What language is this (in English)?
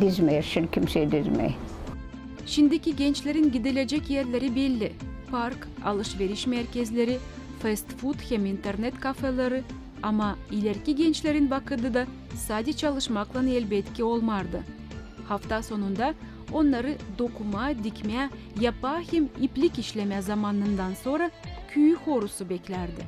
Gagauz